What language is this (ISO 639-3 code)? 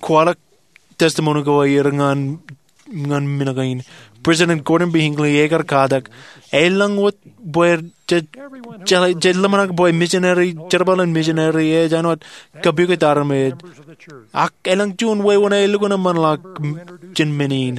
mah